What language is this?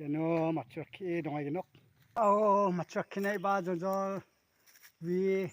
Garo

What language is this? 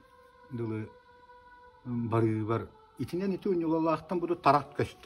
Yakut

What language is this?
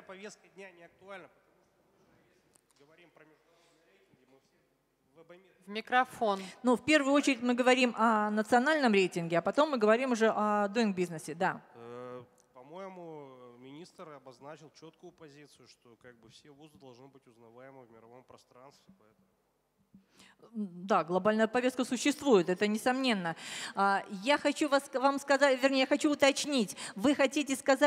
Russian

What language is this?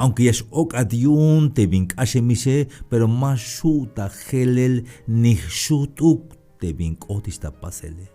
Tzeltal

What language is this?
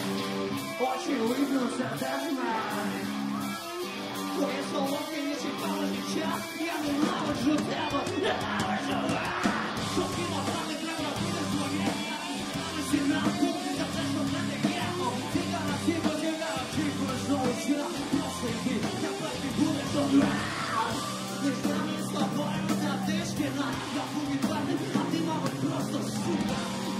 Ukrainian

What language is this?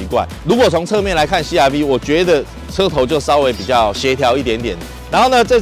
Chinese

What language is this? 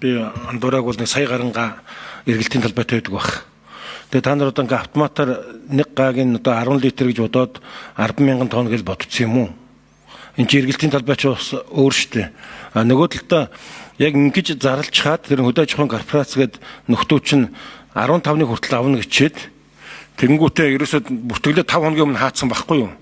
Mongolian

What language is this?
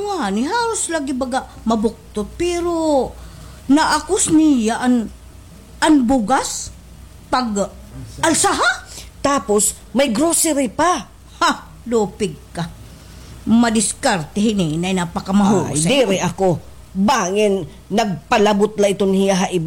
Waray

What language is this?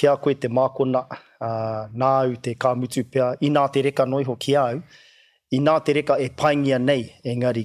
Māori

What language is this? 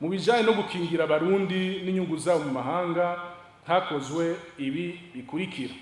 Rundi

